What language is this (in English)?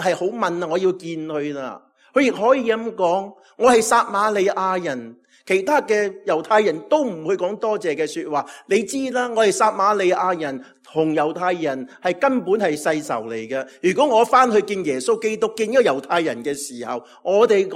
Cantonese